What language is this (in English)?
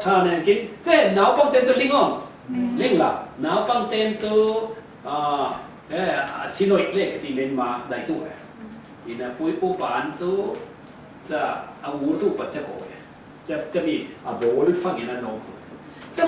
Falam Chin